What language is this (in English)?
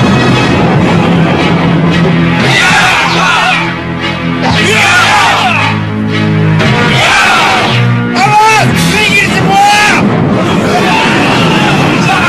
Indonesian